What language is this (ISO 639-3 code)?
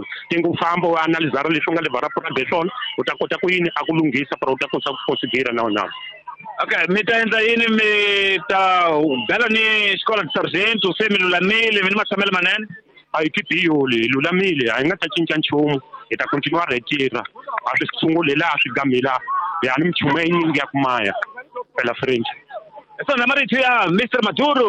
tso